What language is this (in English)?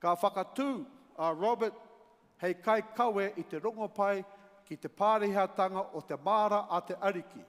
Māori